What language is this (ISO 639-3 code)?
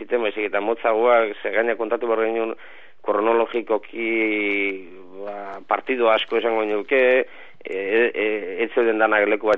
eus